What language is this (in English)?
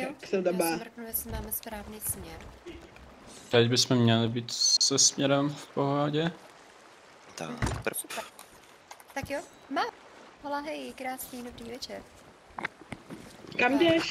Czech